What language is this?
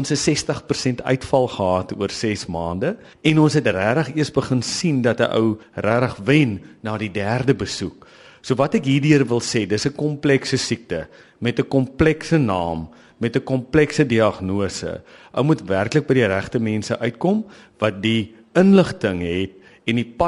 Afrikaans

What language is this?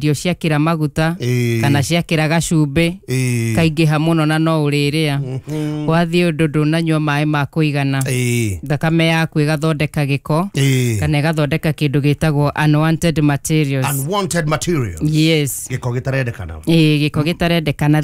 Kikuyu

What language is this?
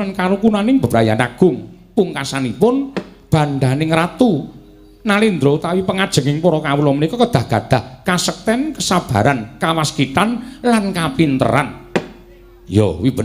Javanese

